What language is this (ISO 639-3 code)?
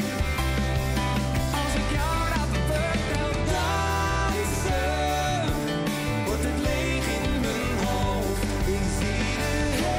nld